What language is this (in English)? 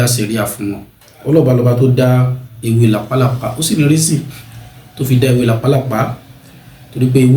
Yoruba